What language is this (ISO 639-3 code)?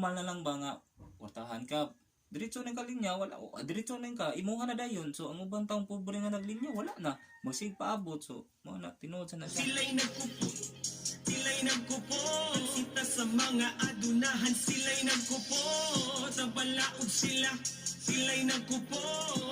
ceb